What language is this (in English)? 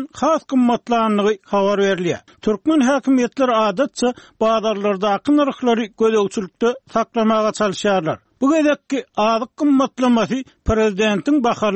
Turkmen